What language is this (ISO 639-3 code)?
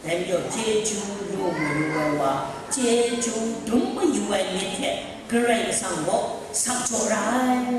kac